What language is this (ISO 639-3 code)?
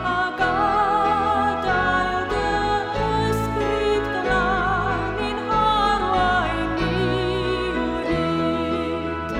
cym